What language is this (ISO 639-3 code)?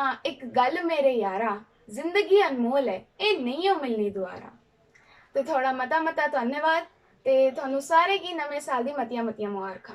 doi